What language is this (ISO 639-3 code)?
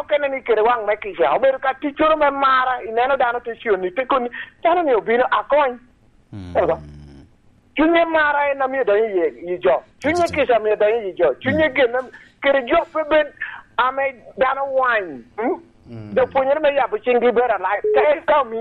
laj